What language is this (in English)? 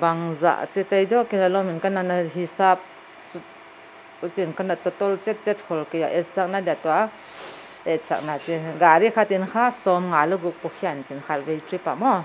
Paite Chin